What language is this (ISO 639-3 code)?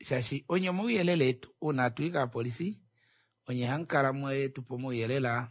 kua